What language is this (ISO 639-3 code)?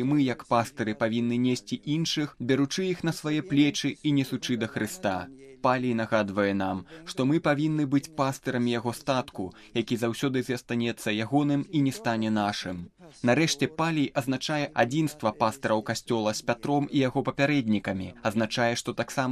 bel